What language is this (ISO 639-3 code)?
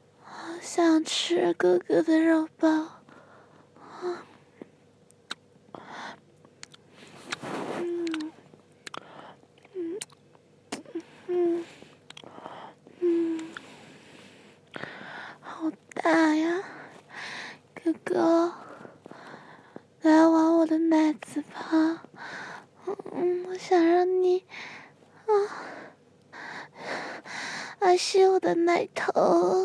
zho